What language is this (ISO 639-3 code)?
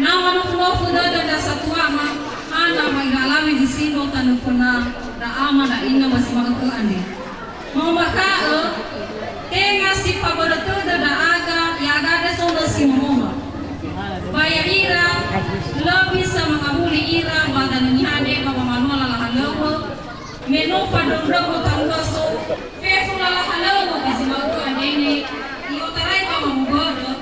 nia